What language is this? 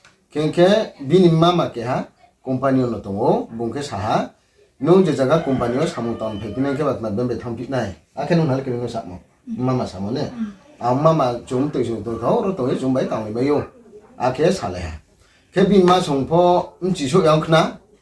Riang (India)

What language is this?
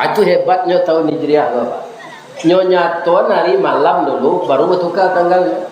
Minangkabau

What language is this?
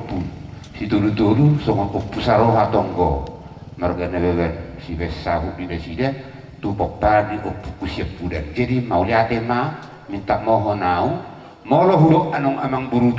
Batak Toba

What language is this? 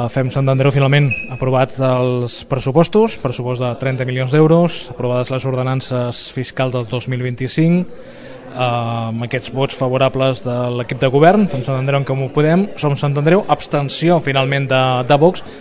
Catalan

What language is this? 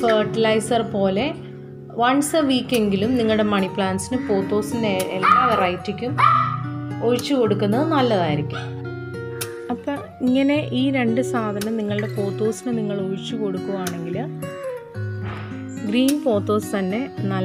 Malayalam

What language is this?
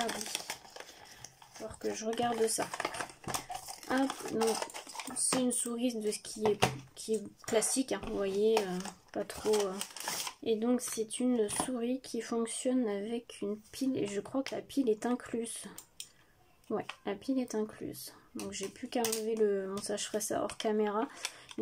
French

